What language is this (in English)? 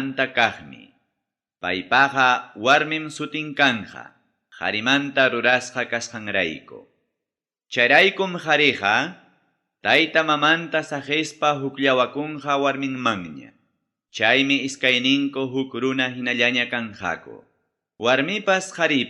Ayacucho Quechua